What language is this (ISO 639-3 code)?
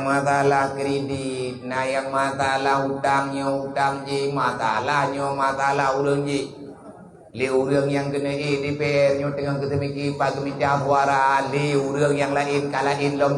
ace